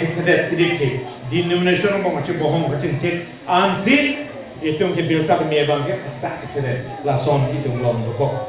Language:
Karbi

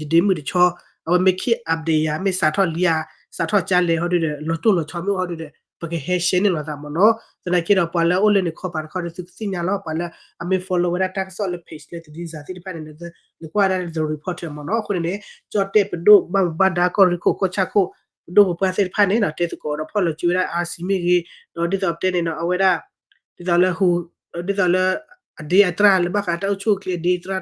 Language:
S'gaw Karen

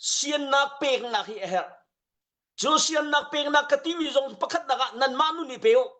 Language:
Hakha Chin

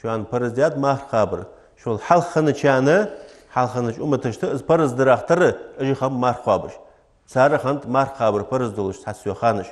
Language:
Ingush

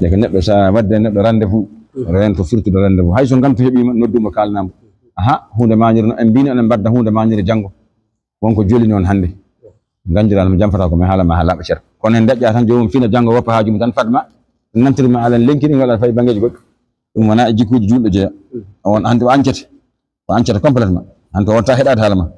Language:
Fula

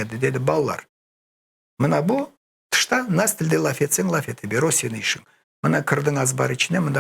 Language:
Crimean Tatar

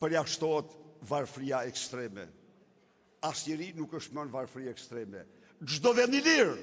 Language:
Albanian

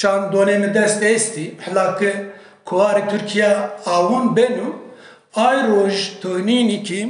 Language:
Kurdish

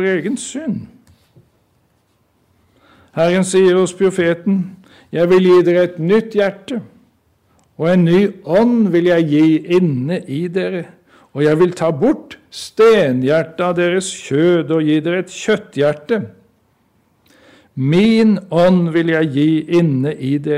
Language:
Norwegian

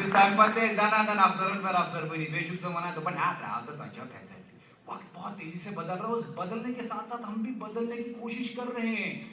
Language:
Kashmiri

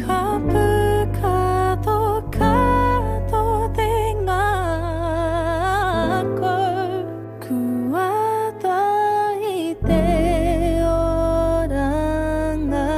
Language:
Māori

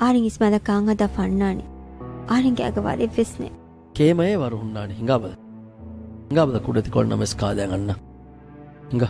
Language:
Divehi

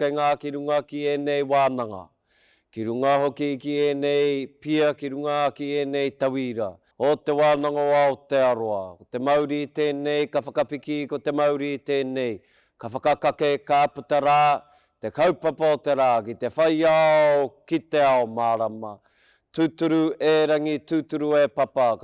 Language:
Māori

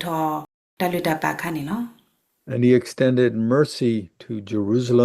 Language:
S'gaw Karen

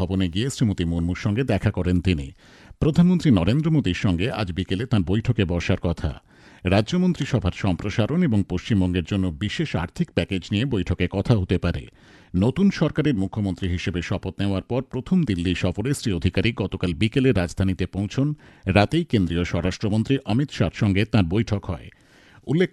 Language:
Bangla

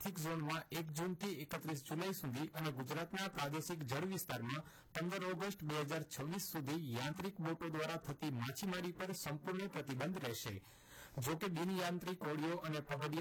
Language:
Gujarati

